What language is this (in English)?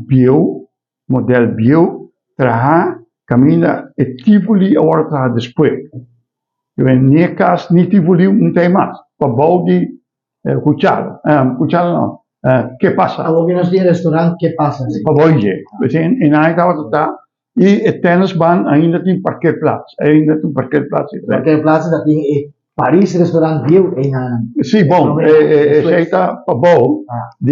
Papiamento